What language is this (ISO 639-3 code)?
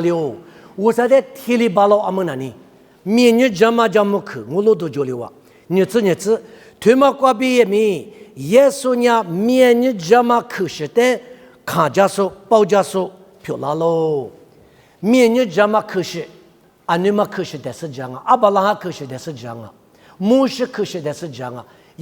lis